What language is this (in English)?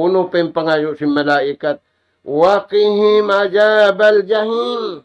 Tausug